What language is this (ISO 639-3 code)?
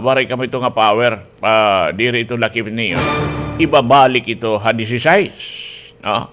war